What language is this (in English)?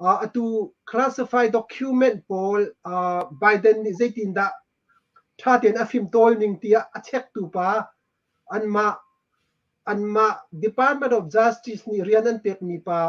Hakha Chin